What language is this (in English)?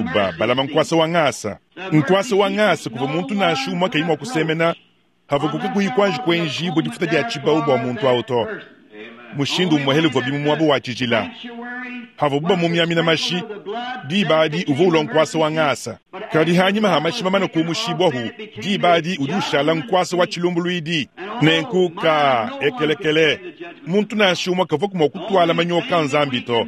Luba-Lulua